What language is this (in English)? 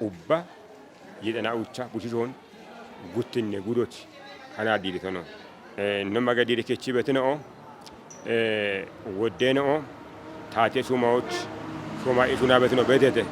Kafa